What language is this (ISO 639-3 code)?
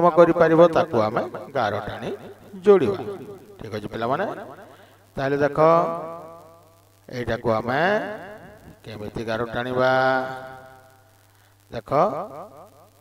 ori